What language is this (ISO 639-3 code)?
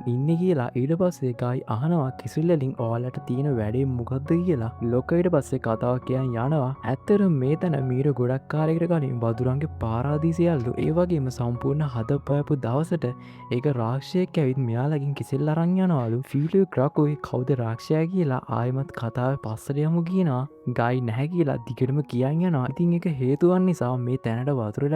sin